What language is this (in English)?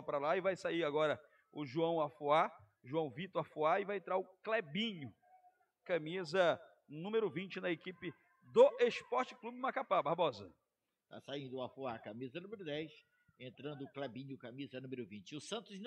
Portuguese